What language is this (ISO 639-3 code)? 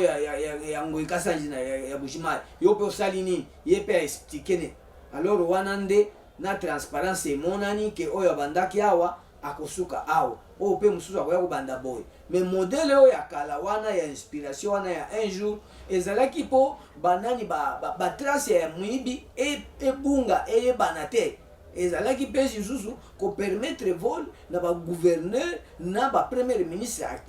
lin